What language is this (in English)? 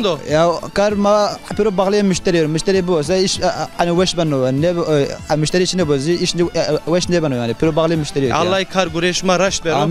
Zaza